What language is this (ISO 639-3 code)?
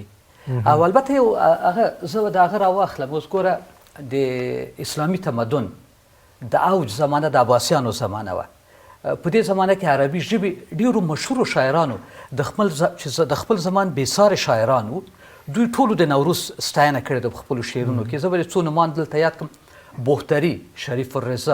pus